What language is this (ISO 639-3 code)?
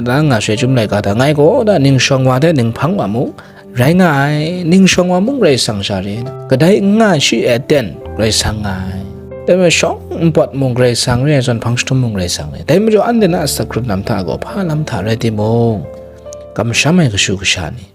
kac